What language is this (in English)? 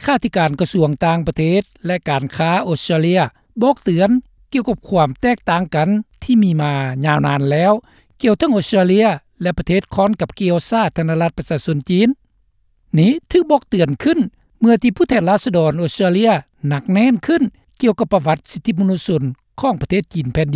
Lao